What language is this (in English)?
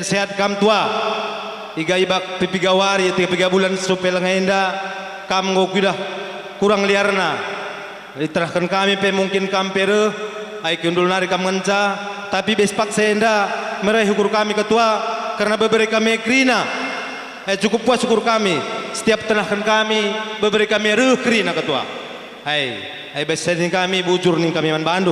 Batak Karo